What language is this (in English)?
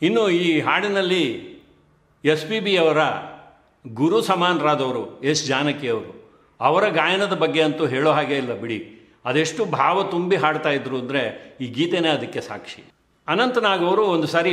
Kannada